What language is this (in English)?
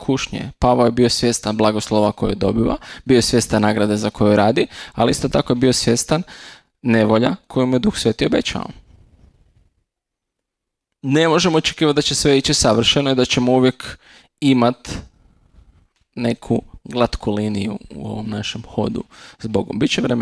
Croatian